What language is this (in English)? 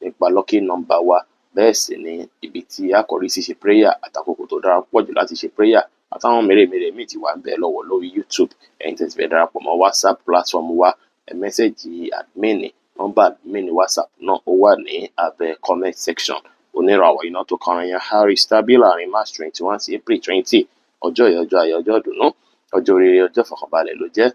Yoruba